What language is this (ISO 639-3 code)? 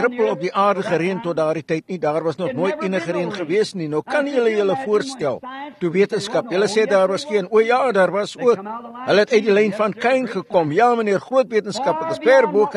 afr